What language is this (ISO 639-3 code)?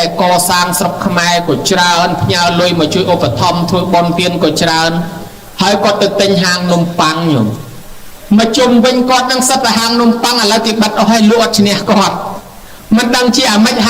khm